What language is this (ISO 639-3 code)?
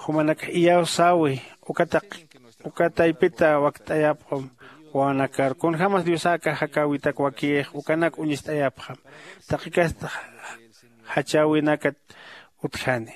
aym